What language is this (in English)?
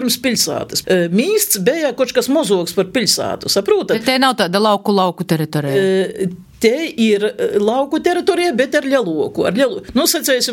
Latvian